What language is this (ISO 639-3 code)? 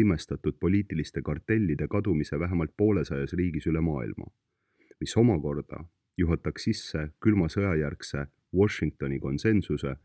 est